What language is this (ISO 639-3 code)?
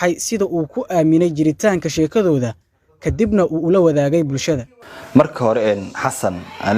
som